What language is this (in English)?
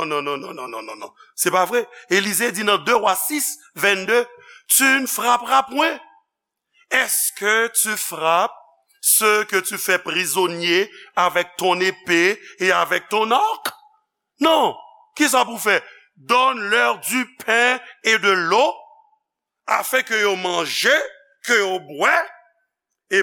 Haitian Creole